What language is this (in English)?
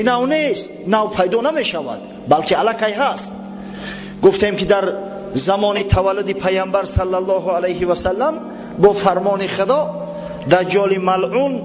Tajik